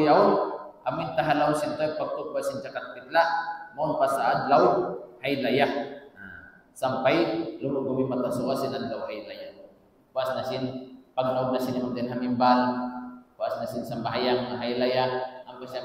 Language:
Tausug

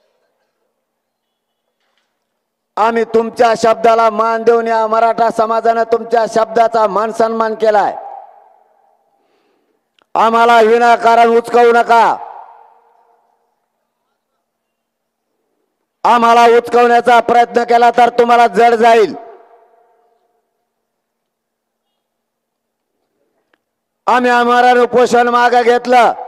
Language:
Marathi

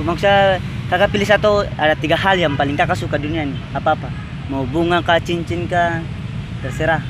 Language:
Ambonese Malay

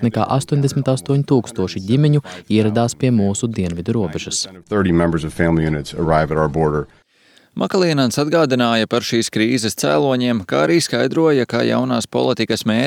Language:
Latvian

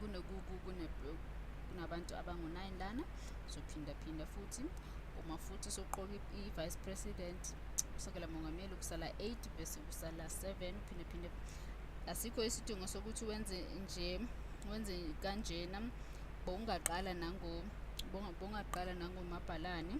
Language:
Zulu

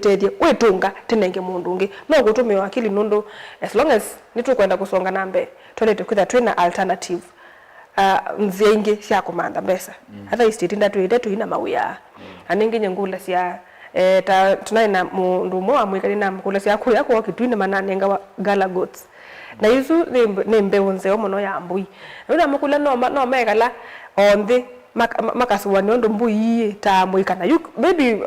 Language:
Kamba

